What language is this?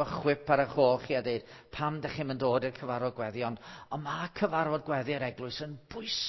Welsh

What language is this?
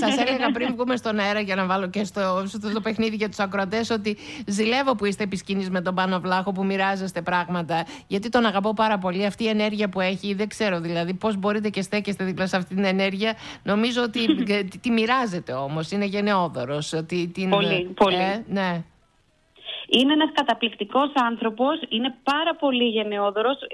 Greek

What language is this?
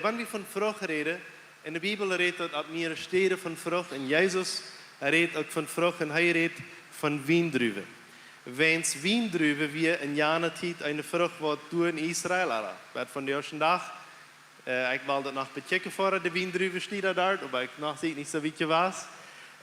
Plautdietsch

